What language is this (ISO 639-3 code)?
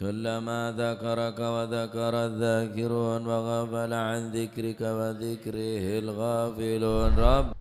mad